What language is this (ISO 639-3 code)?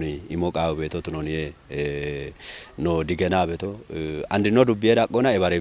kbr